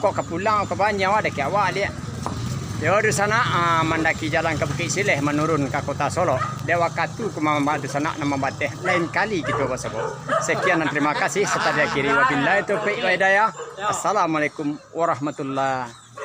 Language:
Minangkabau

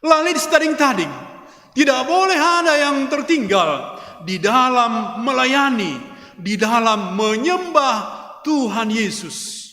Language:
Batak Karo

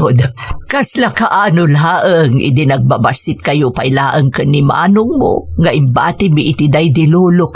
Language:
Iloko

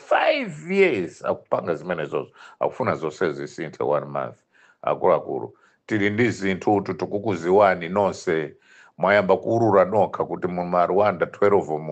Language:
Nyanja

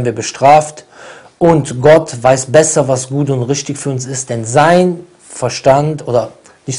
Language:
German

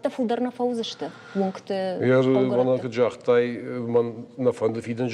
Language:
Ossetic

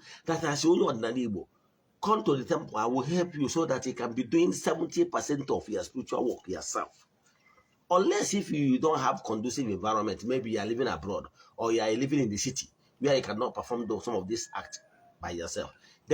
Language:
Igbo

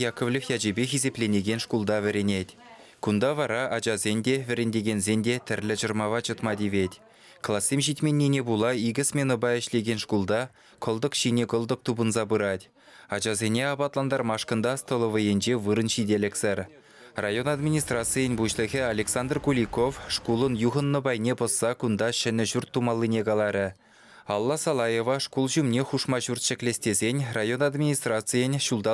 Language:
Chuvash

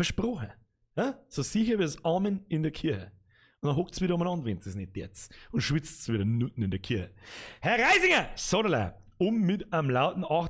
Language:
Bavarian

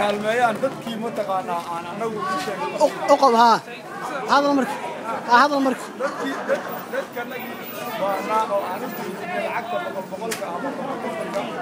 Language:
Somali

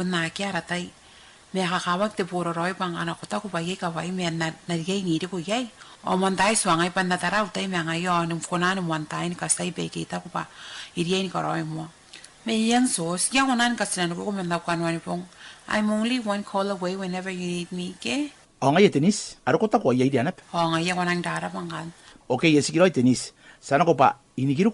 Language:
Gilbertese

